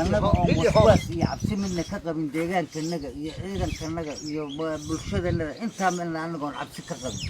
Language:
Somali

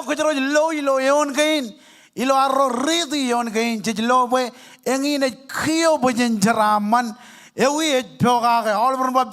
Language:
Marshallese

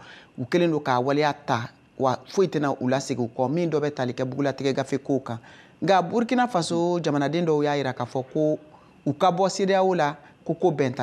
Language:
Bambara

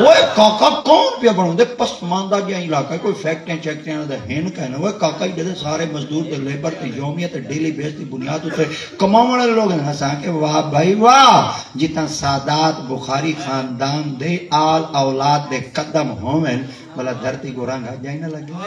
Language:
Saraiki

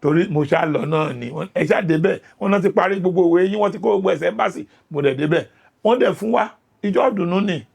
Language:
Yoruba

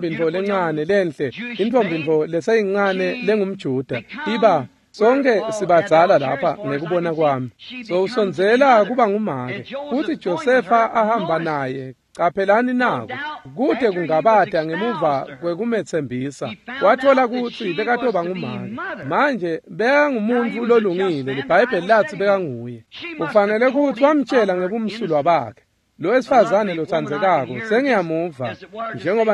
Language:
Swati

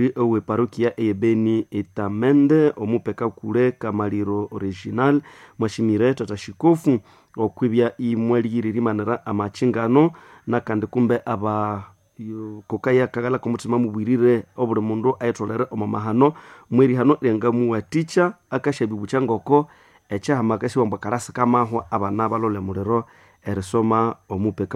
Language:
Nande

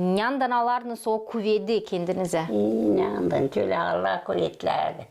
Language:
Gagauz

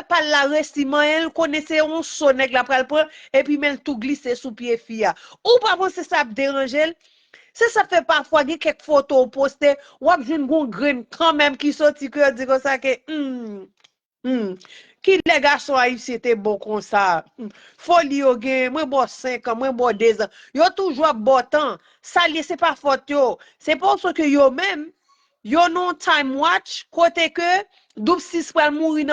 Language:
Haitian Creole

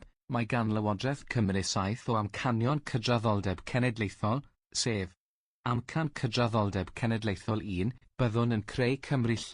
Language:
Welsh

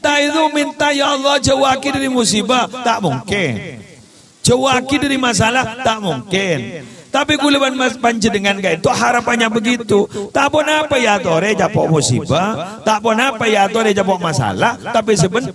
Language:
Madurese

